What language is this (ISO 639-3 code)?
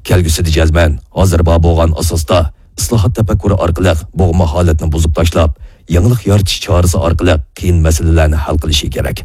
uig